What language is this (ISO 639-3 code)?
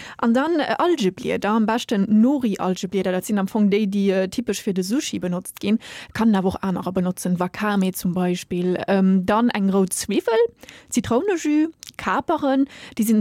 ltz